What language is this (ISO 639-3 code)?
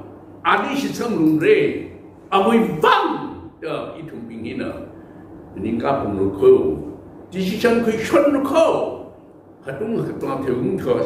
nmf